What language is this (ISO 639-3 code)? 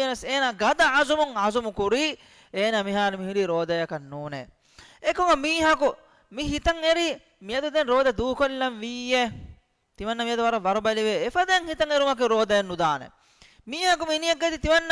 div